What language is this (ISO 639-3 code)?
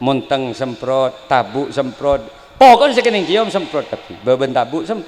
mad